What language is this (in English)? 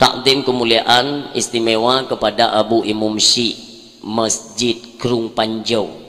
Achinese